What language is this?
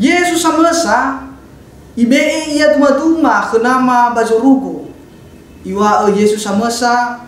Nias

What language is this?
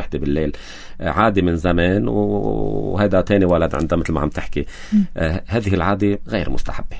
North Levantine Arabic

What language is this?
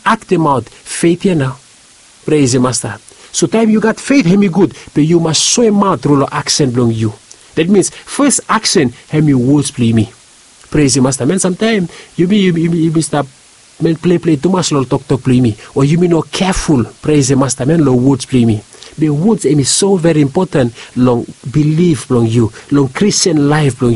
Bislama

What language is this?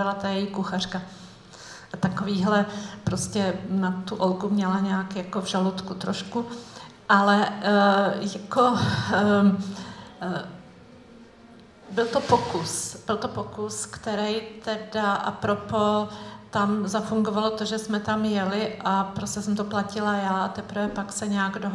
Czech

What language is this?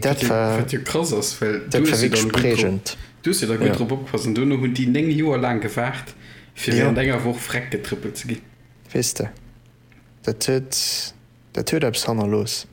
Luxembourgish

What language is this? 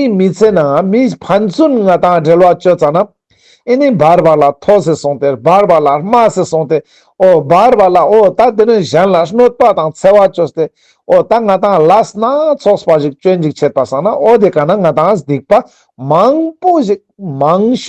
Ladakhi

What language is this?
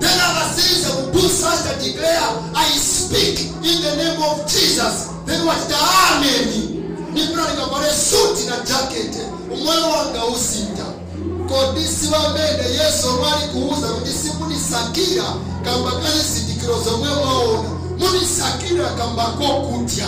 Nyanja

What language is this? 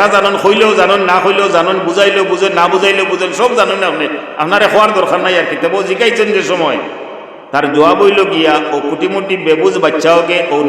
Sylheti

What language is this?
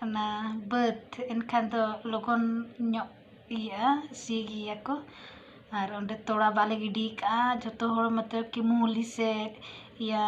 Santali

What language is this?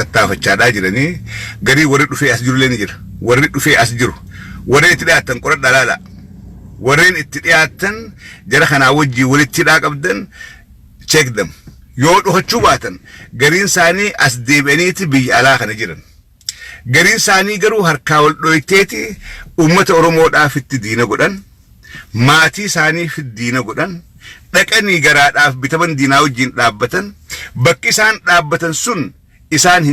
Oromo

